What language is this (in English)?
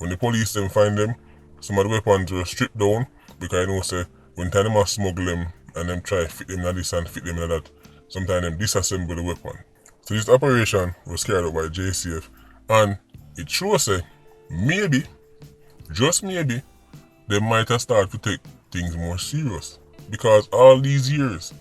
Jamaican Creole English